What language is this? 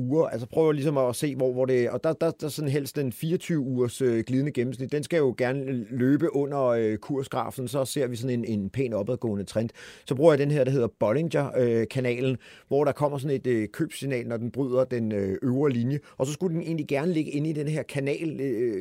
Danish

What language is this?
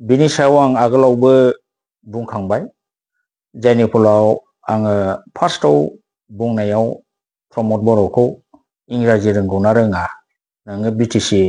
Bodo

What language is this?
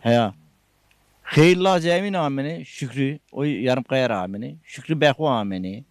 Zaza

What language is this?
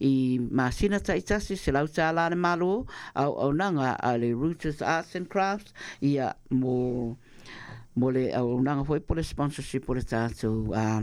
Samoan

